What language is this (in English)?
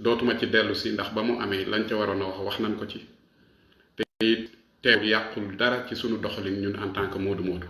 Wolof